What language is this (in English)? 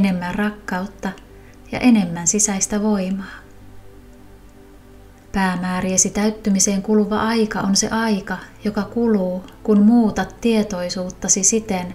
Finnish